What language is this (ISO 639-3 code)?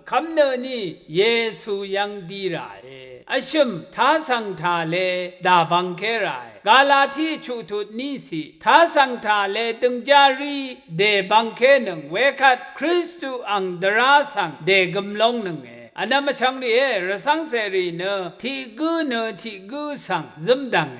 raw